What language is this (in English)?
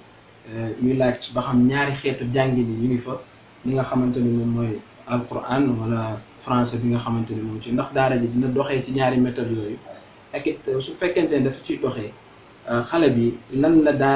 Wolof